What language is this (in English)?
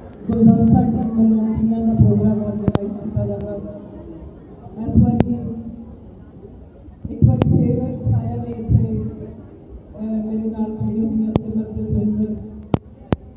Punjabi